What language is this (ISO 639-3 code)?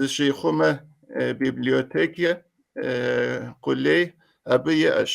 kbd